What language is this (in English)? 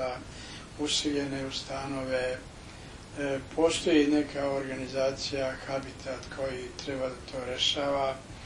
Serbian